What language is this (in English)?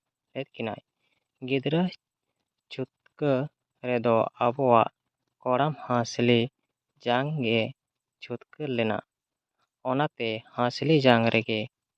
Santali